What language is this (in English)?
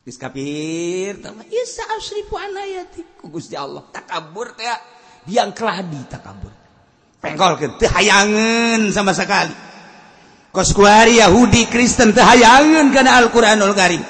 Sundanese